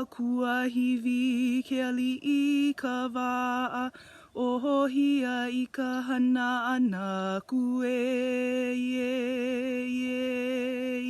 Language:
Hawaiian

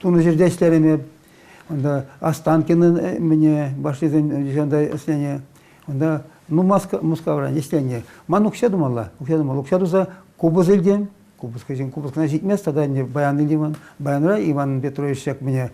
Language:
Chuvash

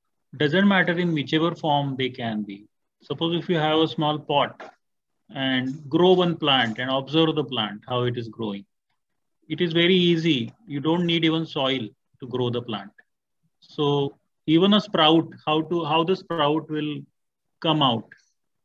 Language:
English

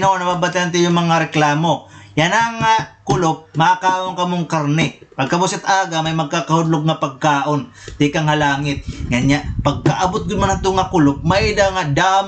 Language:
Waray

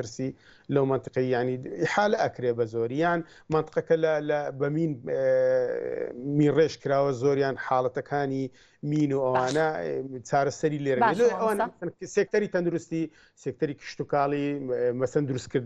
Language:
Central Kurdish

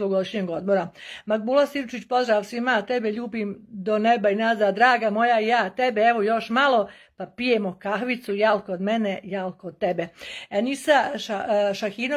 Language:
Bosnian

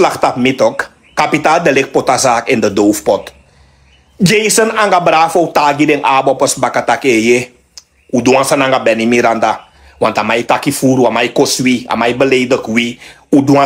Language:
Sranan Tongo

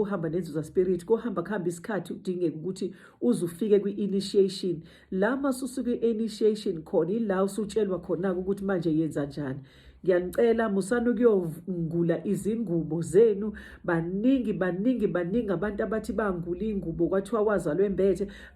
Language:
Zulu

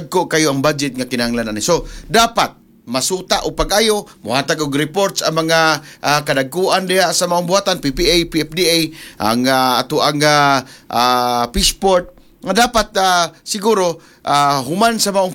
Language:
Cebuano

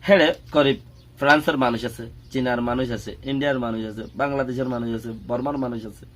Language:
Rohingya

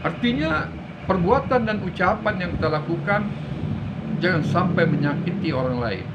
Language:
Minangkabau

